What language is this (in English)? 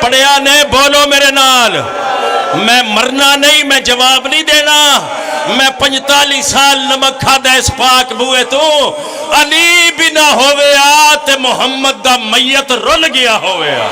Pahari-Potwari